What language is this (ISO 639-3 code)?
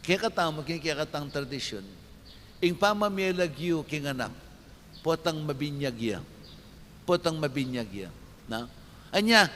pam